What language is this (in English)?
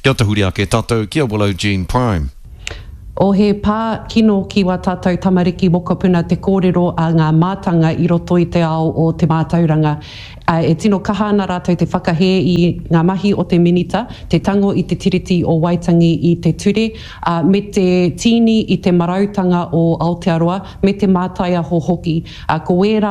Māori